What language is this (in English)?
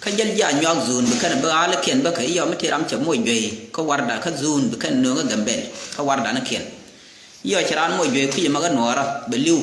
Nuer